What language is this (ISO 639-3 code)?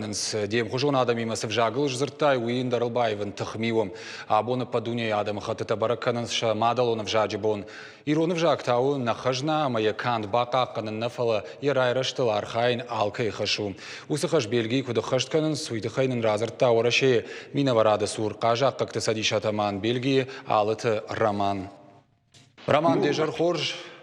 oss